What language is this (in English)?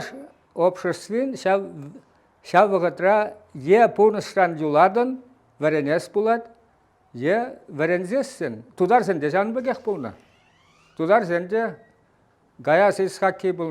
Chuvash